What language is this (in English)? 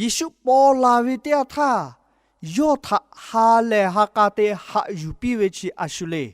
Lahu